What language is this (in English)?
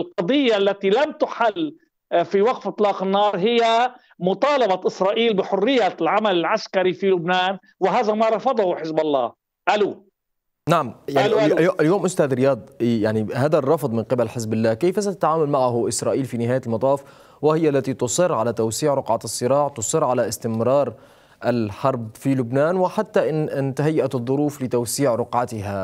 Arabic